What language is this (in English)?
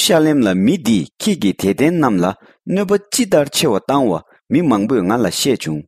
Tibetan